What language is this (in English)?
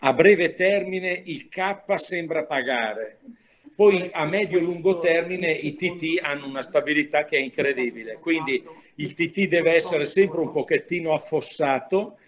Italian